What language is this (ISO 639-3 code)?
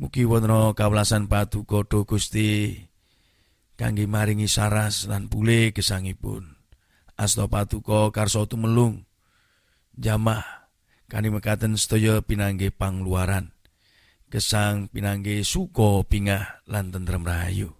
jav